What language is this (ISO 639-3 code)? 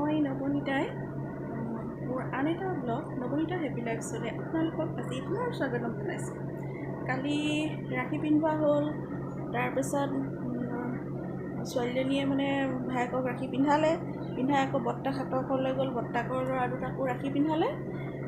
asm